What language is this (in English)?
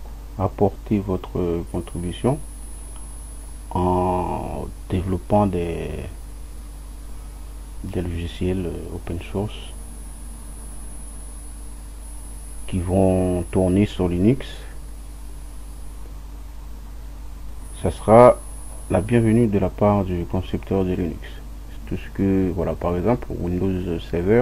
French